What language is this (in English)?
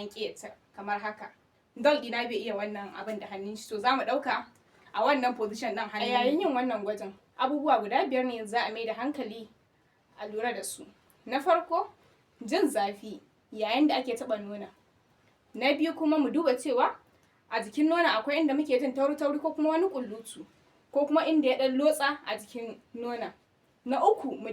Hausa